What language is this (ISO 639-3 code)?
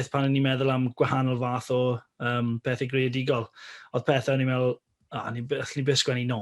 cym